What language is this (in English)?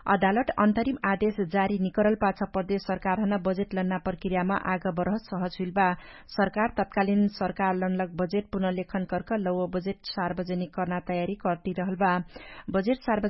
Dangaura Tharu